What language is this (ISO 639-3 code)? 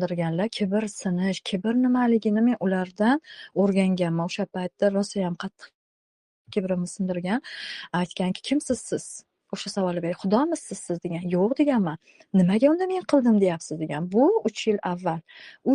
uzb